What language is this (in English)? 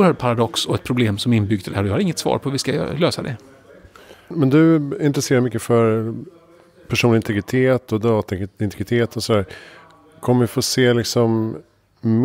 Swedish